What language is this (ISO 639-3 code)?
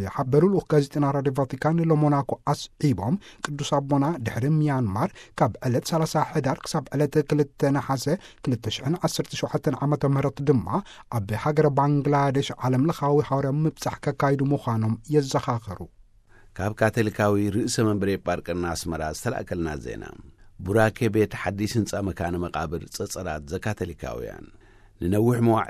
tir